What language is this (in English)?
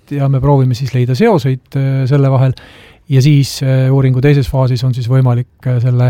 Estonian